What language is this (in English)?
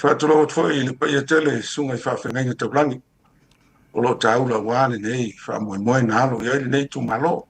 Samoan